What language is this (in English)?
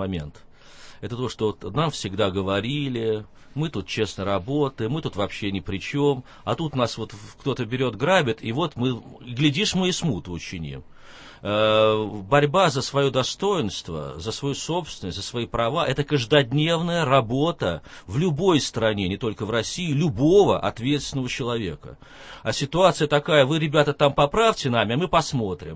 Russian